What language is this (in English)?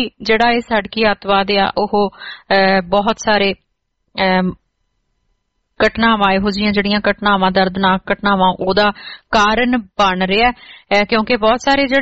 Punjabi